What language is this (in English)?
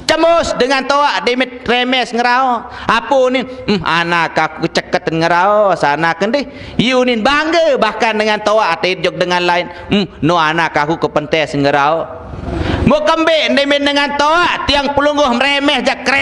Sasak